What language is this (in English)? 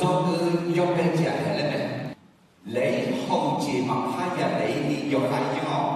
Akha